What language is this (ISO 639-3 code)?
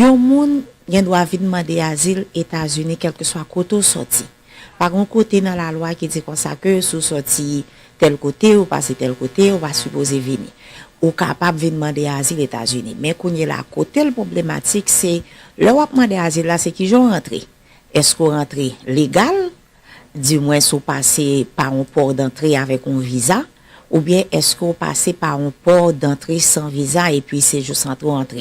hat